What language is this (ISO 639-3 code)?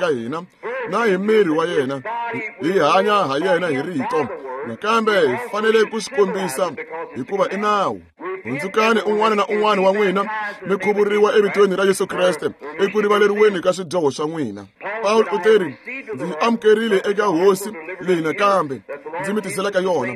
tso